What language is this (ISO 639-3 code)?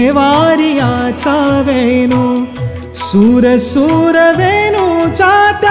mar